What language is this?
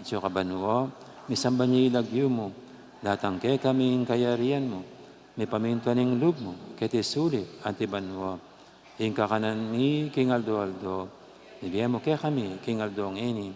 Pampanga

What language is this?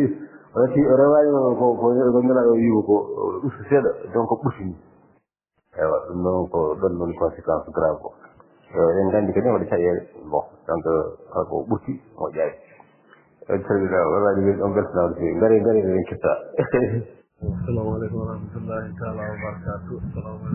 Fula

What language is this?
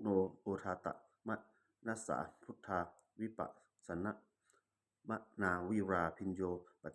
Pali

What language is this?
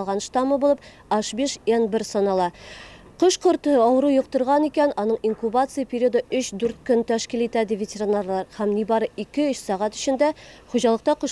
Tatar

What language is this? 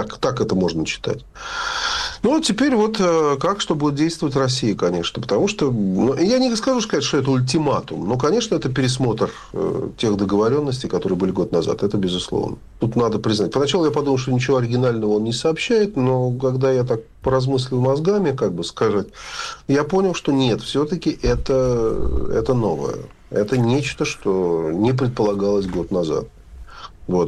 Russian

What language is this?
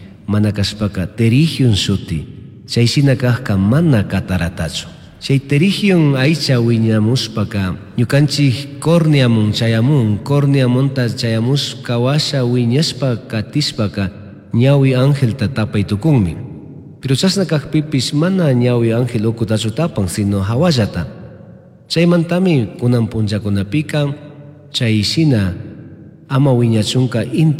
Chimborazo Highland Quichua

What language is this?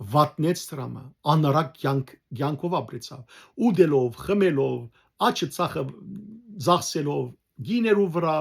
Western Armenian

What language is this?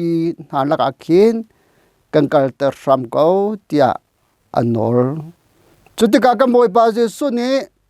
Hakha Chin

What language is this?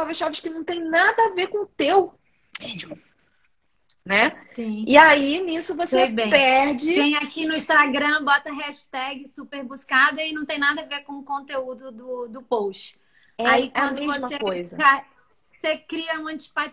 Portuguese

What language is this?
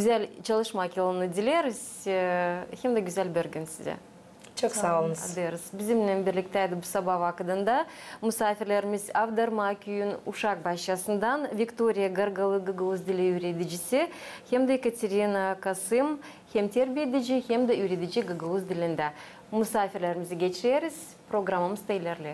Gagauz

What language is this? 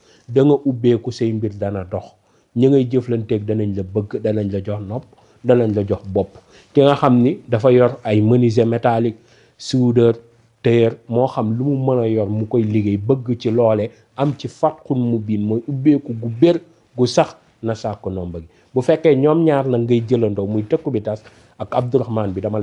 Wolof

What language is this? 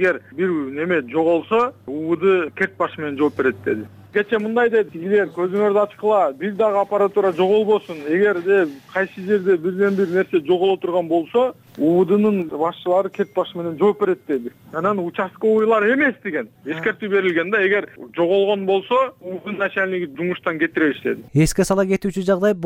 Kyrgyz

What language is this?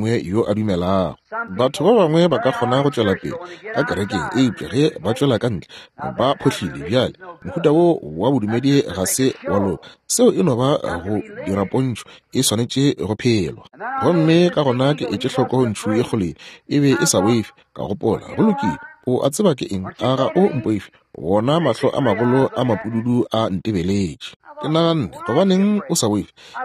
Northern Sotho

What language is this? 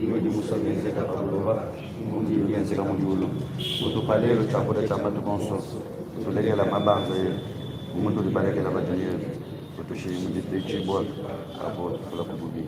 Luba-Lulua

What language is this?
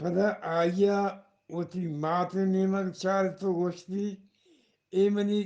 Eastern Balochi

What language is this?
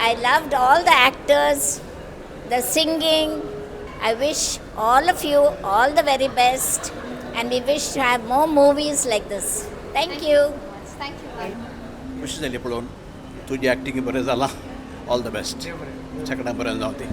Konkani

